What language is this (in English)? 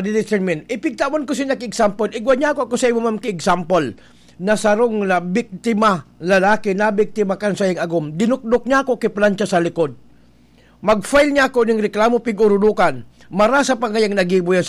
Bikol